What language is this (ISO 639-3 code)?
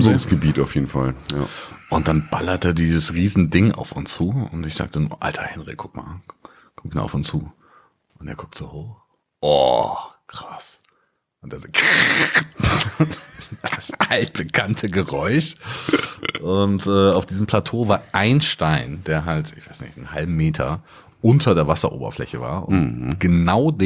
deu